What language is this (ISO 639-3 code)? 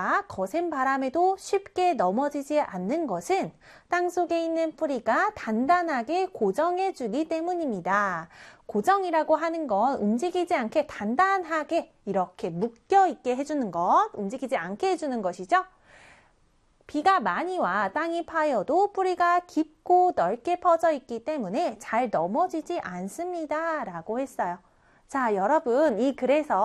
kor